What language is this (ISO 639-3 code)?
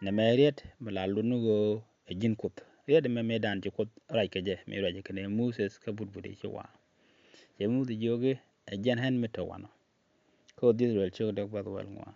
nus